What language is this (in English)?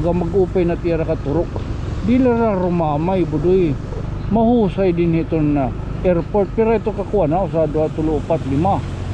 Waray